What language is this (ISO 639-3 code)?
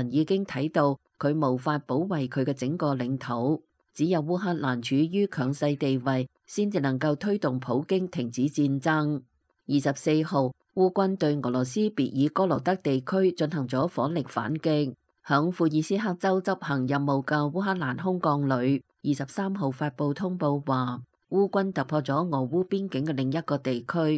yue